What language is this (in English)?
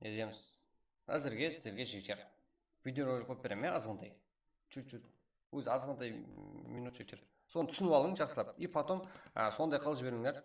Kara-Kalpak